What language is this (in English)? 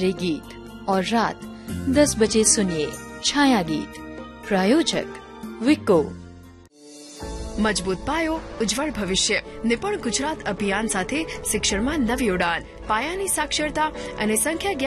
Gujarati